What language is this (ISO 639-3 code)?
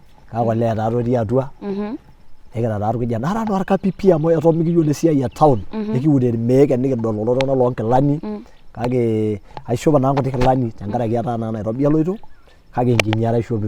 mas